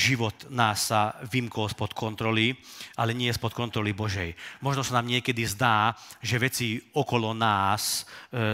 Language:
Slovak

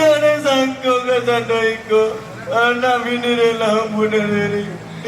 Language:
Minangkabau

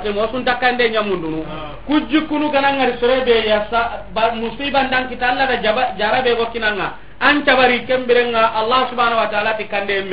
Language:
Soninke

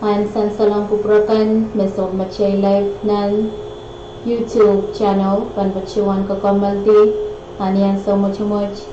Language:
Pohnpeian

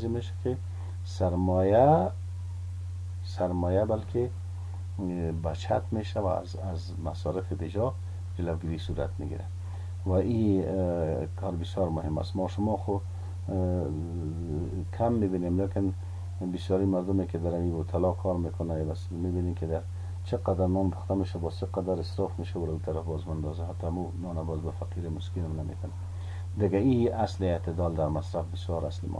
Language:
Persian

